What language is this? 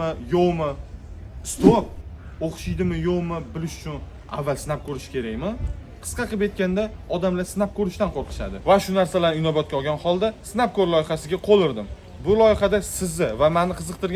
Uzbek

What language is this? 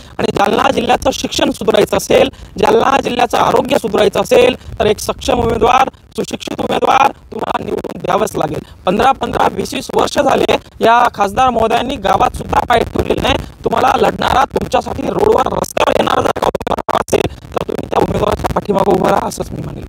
Marathi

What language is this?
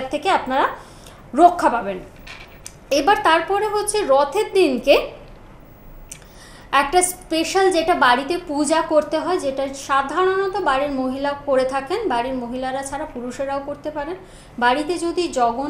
Bangla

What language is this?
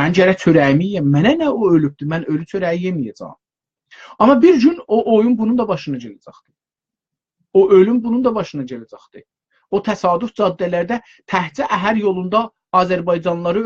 South Azerbaijani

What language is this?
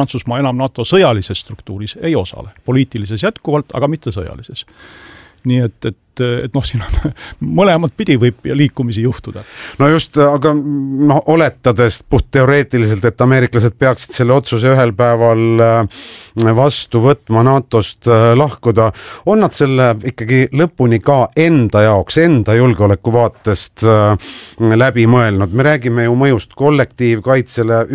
Estonian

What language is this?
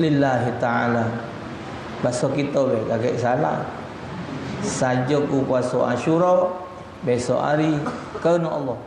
Musi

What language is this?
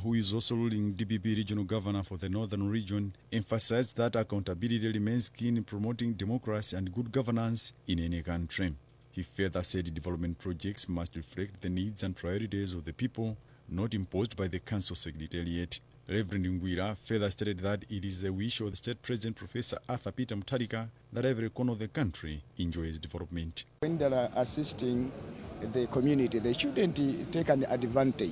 English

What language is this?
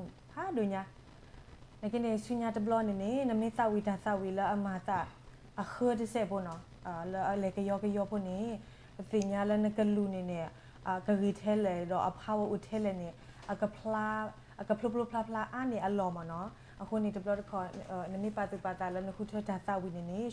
S'gaw Karen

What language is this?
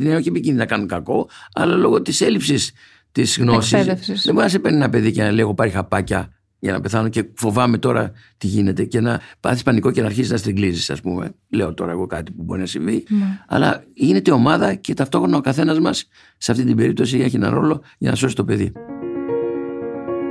Greek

